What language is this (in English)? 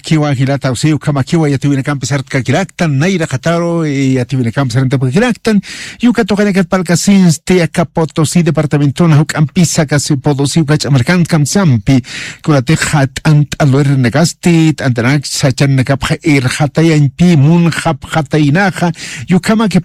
Aymara